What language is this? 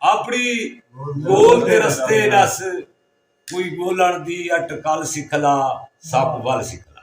Saraiki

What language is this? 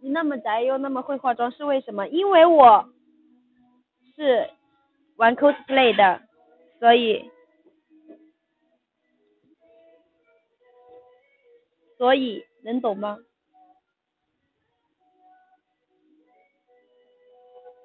Chinese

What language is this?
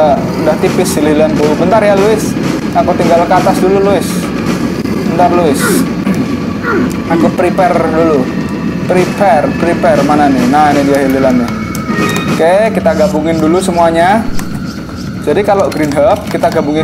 Indonesian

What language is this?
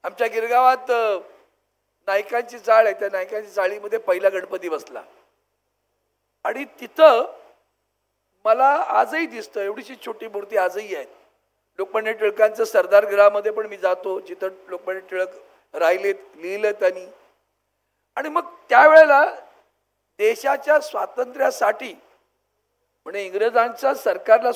Marathi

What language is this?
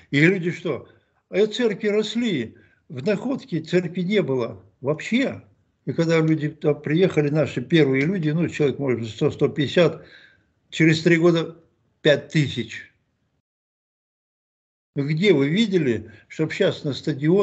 Russian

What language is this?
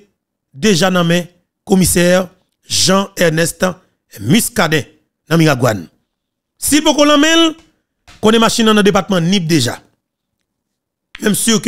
Haitian Creole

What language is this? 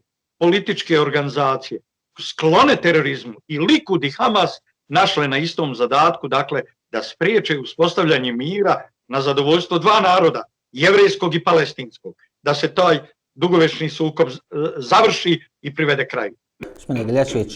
Bosnian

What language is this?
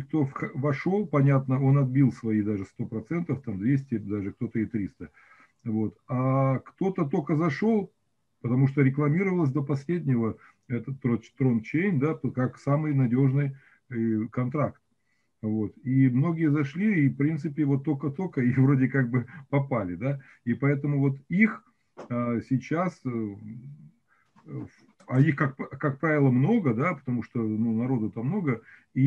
Russian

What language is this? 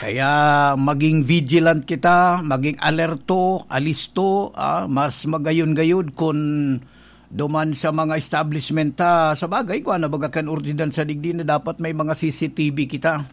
Bikol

